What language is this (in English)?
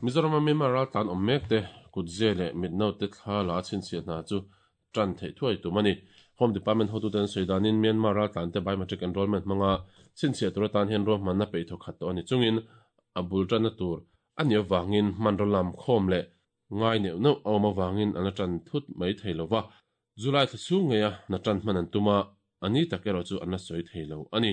Mizo